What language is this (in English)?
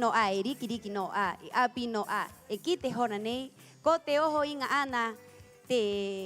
Rapanui